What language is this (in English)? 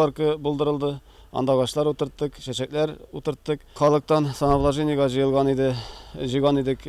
Tatar